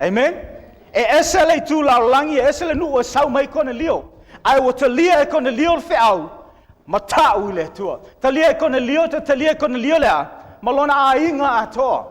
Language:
Samoan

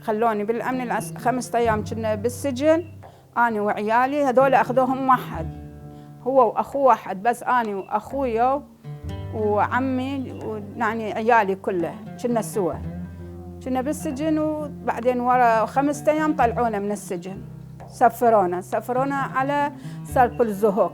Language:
Mesopotamian Arabic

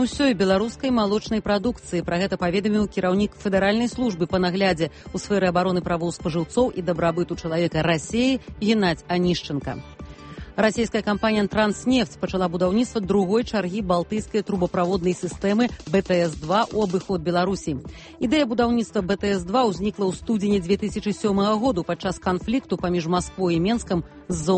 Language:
Belarusian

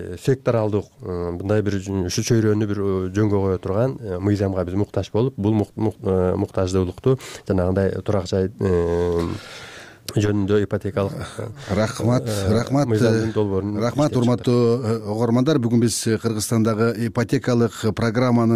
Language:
Kyrgyz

